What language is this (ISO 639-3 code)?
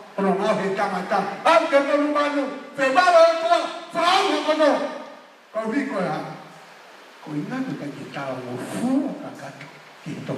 ton